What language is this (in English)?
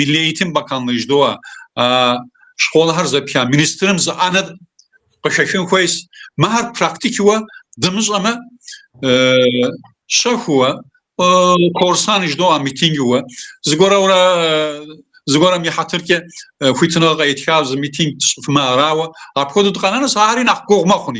Kabardian